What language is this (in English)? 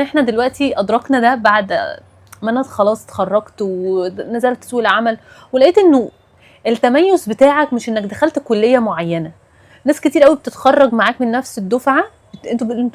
Egyptian Arabic